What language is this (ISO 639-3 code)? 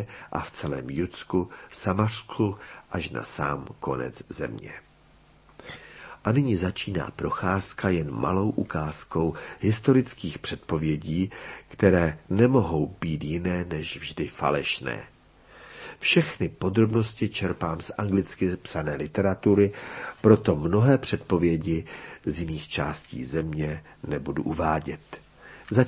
ces